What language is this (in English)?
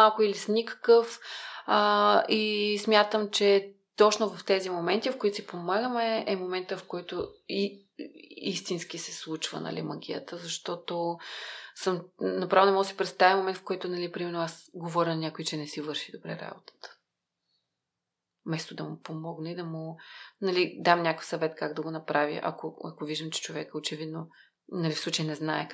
Bulgarian